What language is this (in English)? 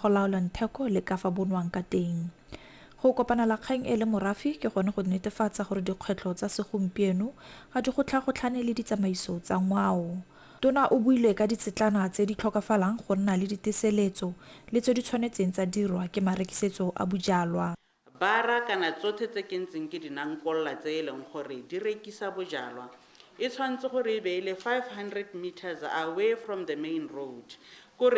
Tswana